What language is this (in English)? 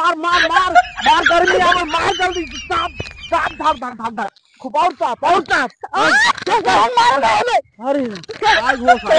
Awadhi